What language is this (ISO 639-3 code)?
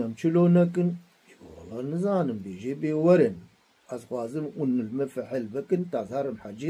kur